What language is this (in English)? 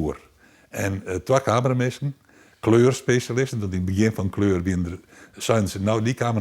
Western Frisian